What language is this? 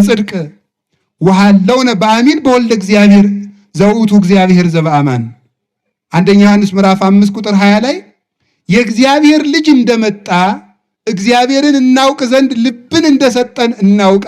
Amharic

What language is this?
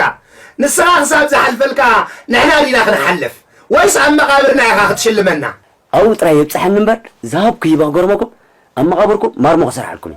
Tigrinya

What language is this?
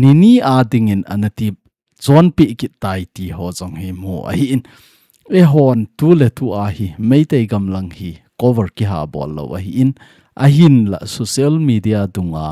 Thado Chin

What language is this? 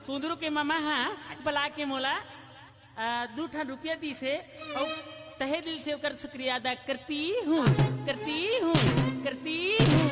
Chhattisgarhi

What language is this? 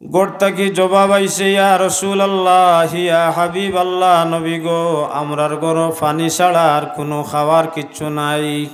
Sylheti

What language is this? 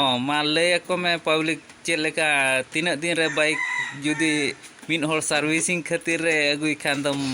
Santali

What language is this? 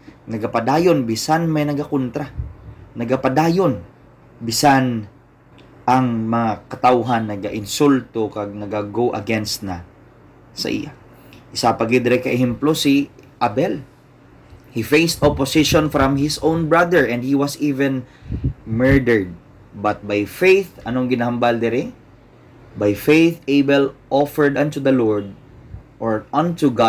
Hiligaynon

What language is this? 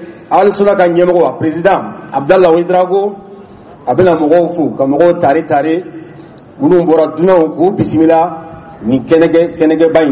Dyula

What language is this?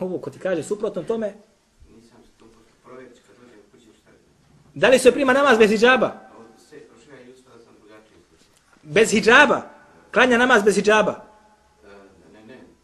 Bosnian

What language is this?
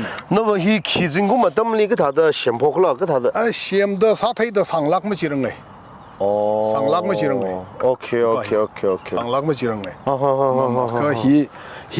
Tangkhul Naga (India)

